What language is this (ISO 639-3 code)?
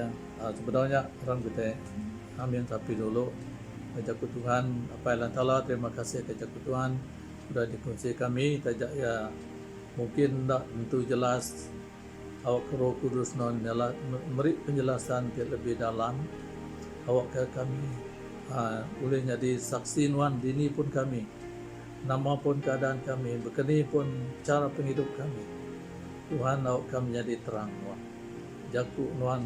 iba